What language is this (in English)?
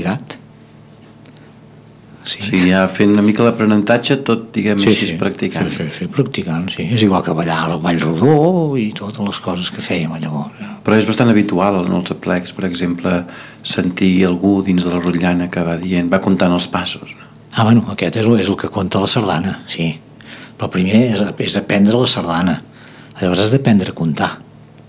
Catalan